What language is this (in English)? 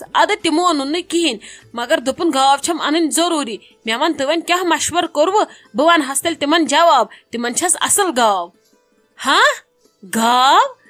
Kashmiri